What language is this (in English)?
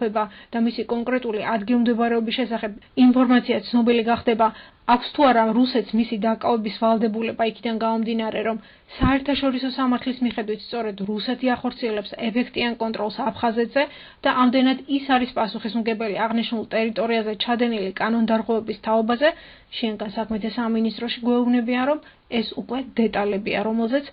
Georgian